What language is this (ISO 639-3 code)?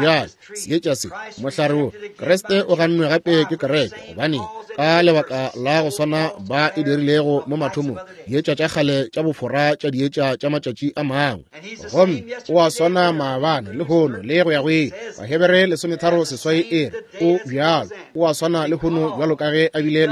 nso